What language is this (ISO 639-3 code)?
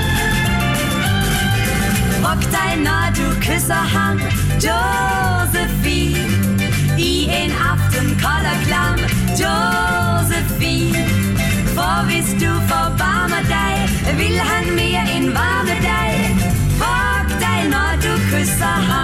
dan